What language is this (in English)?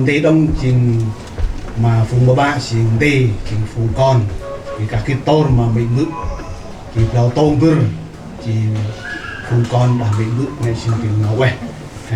Central Mnong